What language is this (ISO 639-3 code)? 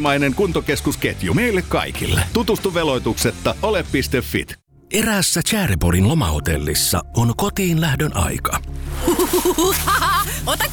fin